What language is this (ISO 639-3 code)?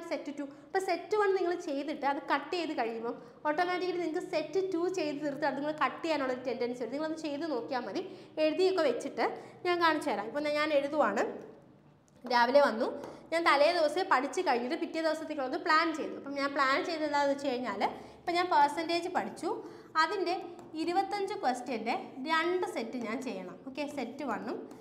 mal